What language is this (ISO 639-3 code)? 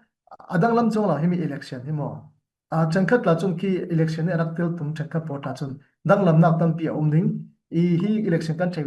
cfm